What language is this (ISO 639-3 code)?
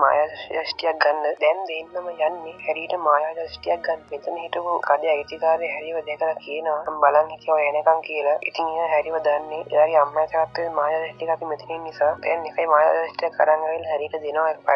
sin